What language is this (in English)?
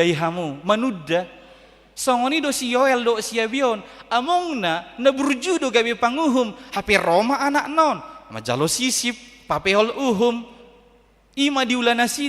Batak Toba